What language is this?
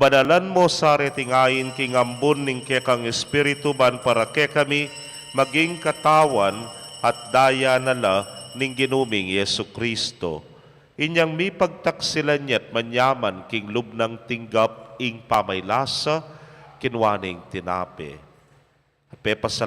Pampanga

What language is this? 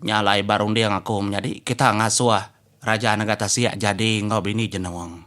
Iban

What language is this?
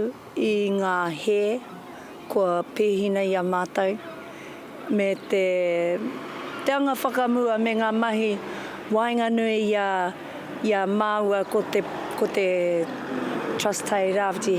Māori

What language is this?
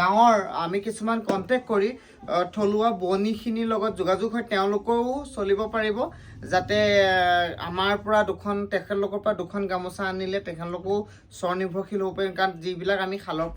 Assamese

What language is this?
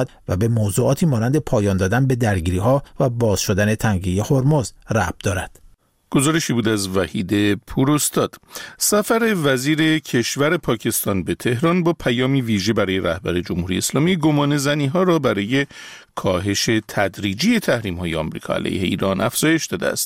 Persian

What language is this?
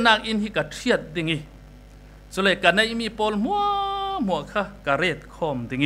Falam Chin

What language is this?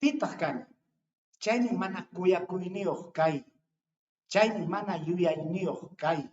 Ayacucho Quechua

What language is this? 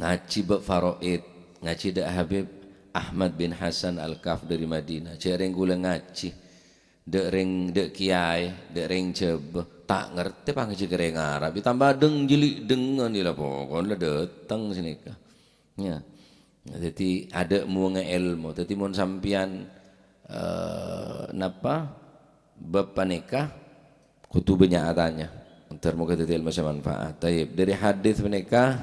Madurese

